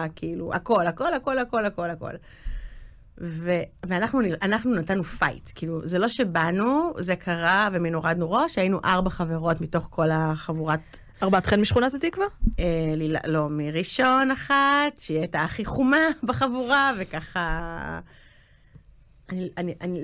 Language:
Hebrew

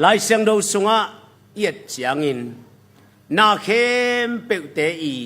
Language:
Tedim Chin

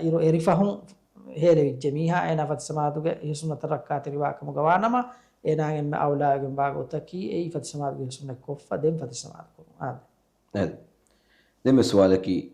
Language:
Divehi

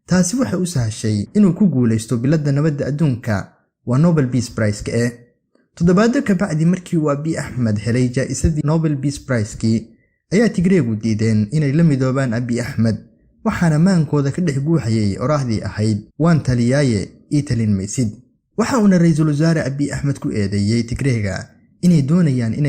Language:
Somali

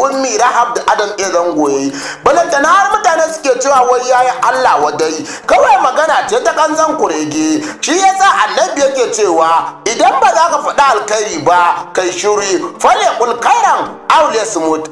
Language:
Hausa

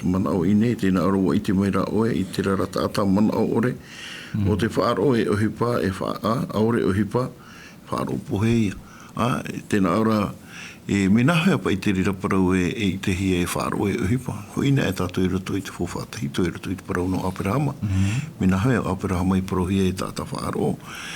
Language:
Tahitian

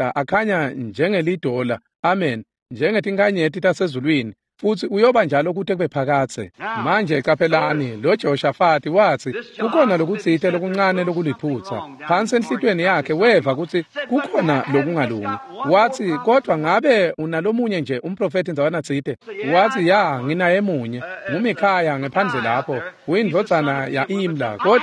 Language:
Swati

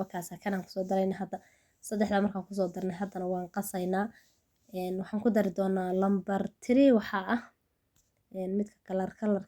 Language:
Somali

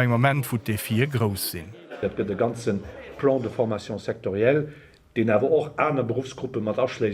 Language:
Luxembourgish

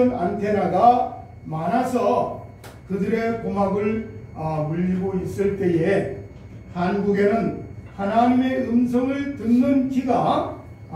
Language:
Korean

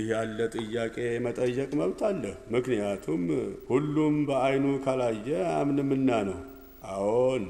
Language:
Amharic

